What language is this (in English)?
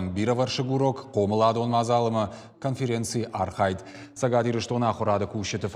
Ossetic